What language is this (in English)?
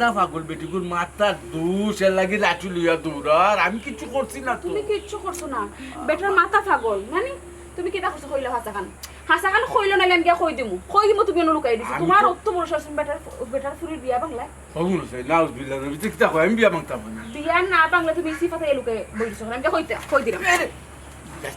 Sylheti